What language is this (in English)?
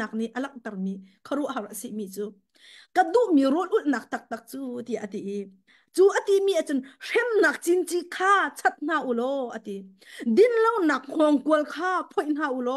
Hakha Chin